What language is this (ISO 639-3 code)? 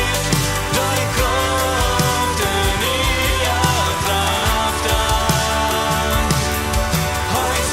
pdt